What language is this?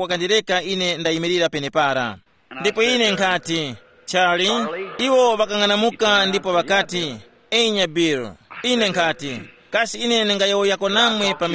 Tumbuka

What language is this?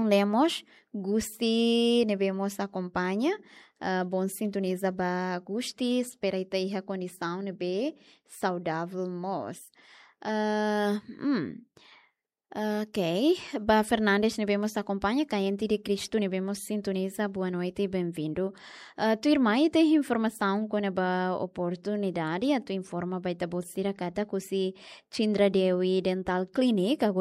Tetum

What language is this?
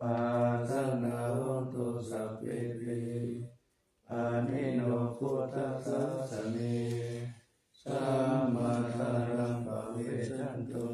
Pali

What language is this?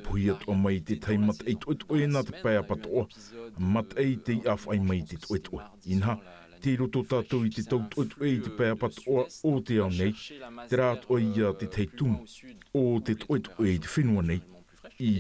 Tahitian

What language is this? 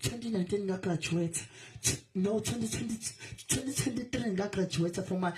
Zulu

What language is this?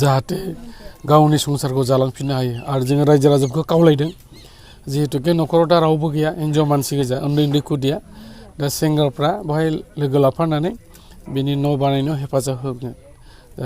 Bodo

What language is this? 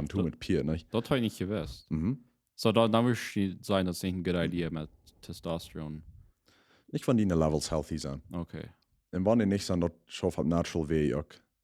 Plautdietsch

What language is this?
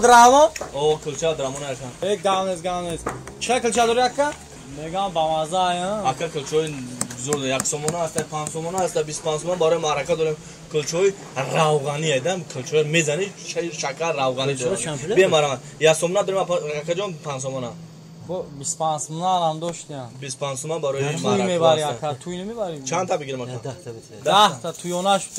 Tajik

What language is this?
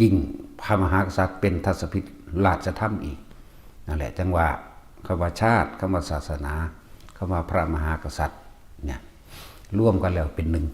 Northeastern Thai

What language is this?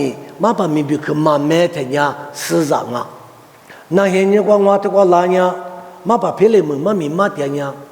Lisu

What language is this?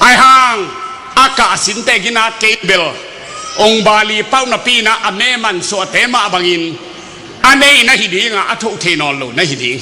Tedim Chin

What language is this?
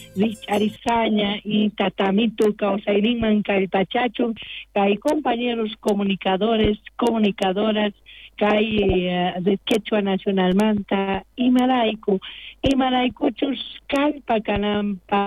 South Bolivian Quechua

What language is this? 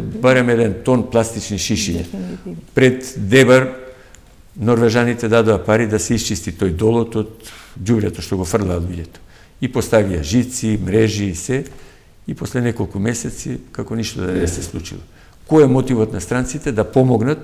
Macedonian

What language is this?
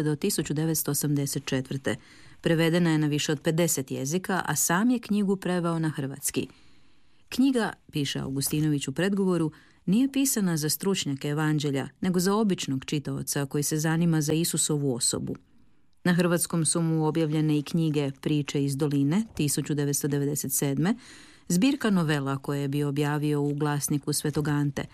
Croatian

